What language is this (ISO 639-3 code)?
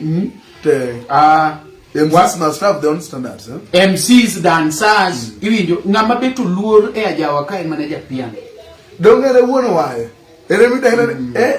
luo